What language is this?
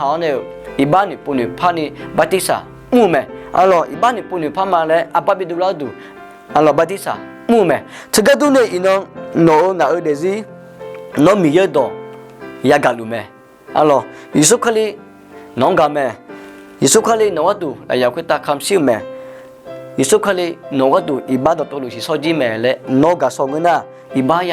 Akha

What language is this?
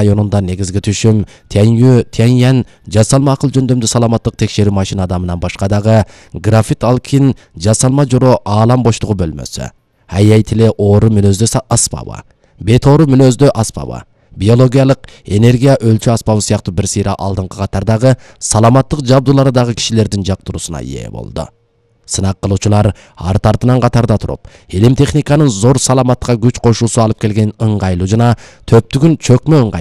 Kyrgyz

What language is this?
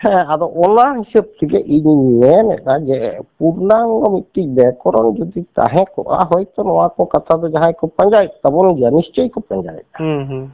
Santali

